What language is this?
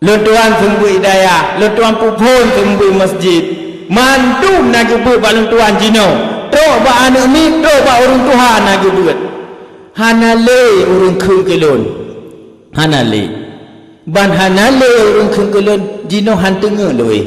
Achinese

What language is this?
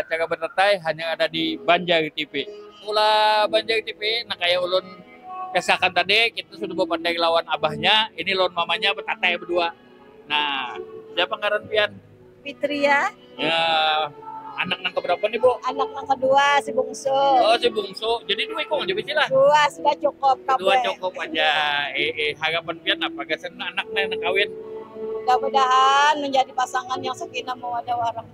Banjar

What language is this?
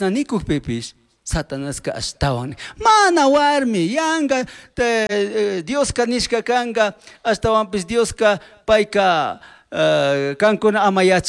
Chimborazo Highland Quichua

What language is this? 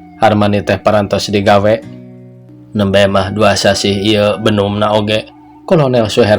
Sundanese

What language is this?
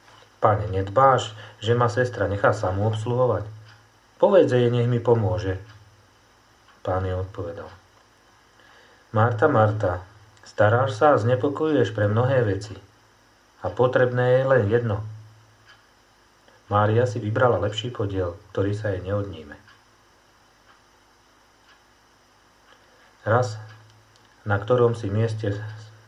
Slovak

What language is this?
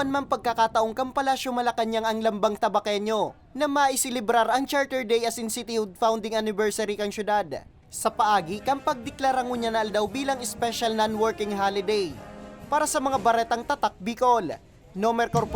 Bikol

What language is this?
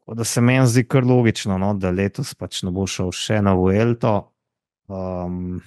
Slovenian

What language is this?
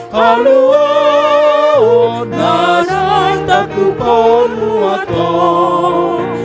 Batak Toba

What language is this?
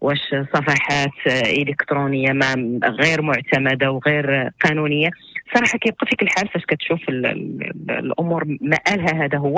Moroccan Arabic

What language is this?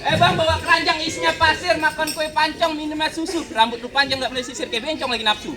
Betawi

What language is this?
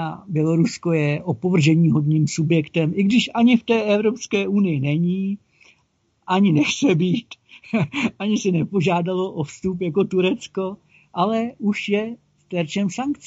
Czech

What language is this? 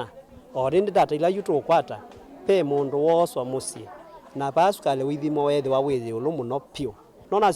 Kamba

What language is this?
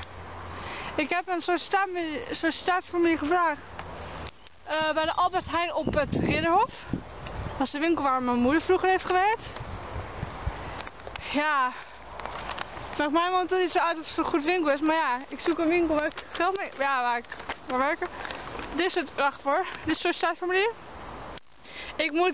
Dutch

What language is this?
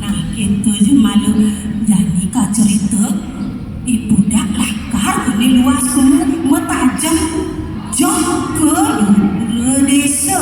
Balinese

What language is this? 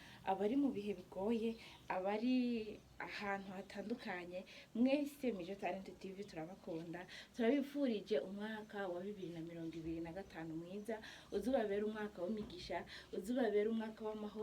Rundi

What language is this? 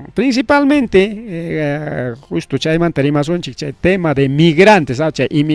Ayacucho Quechua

